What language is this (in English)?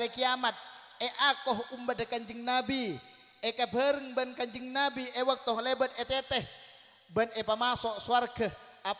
Madurese